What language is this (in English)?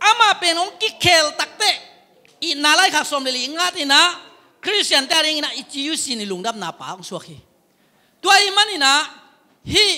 Tedim Chin